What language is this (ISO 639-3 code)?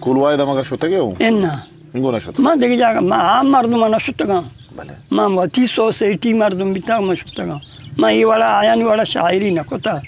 bgp